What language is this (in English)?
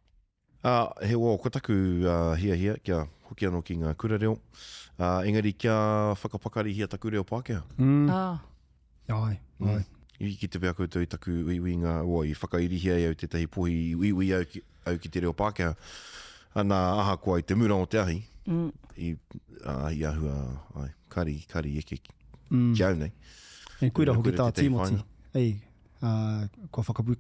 Māori